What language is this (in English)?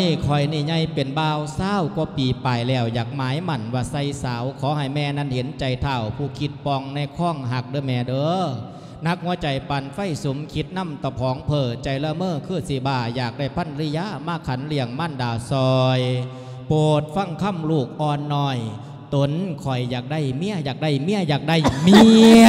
Lao